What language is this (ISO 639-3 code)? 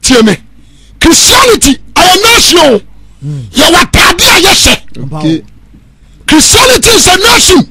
aka